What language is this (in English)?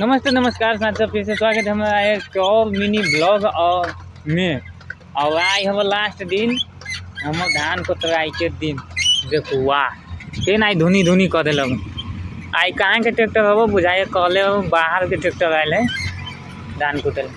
Maithili